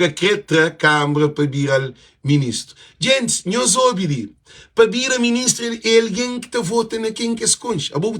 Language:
Kabuverdianu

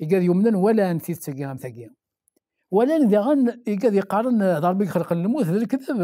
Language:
Kabyle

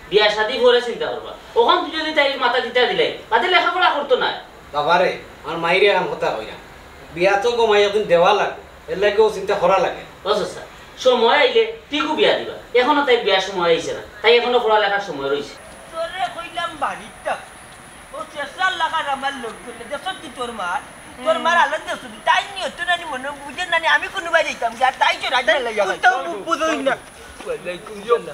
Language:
Sylheti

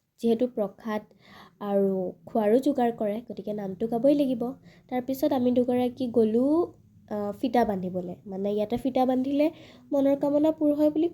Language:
Assamese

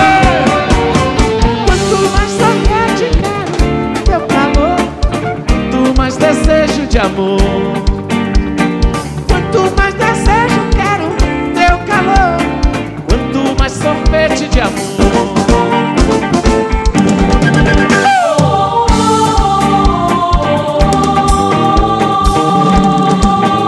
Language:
Portuguese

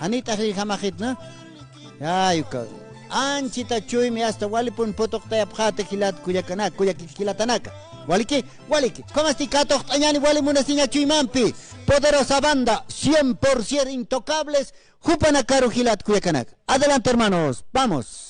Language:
Aymara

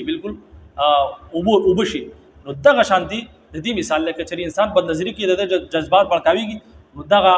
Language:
Pashto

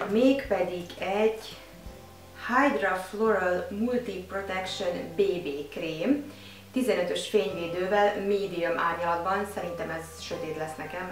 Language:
Hungarian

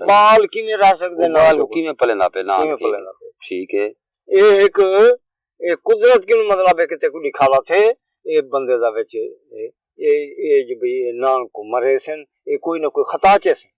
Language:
Saraiki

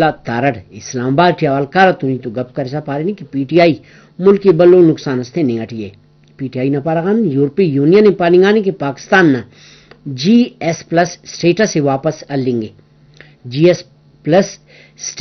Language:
Brahui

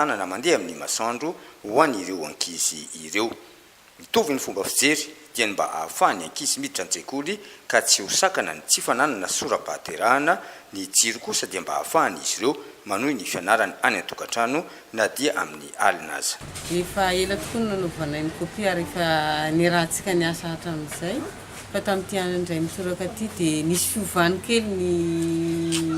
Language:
Malagasy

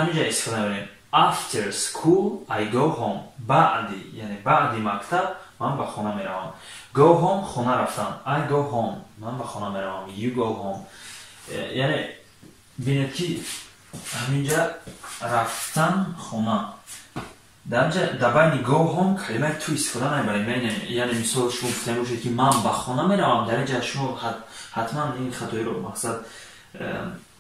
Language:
Tajik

